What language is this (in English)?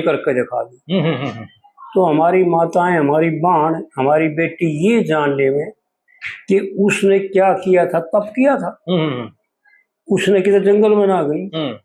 Haryanvi